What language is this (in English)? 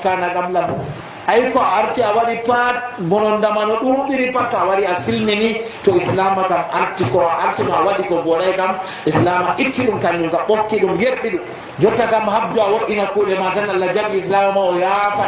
Nigerian Fulfulde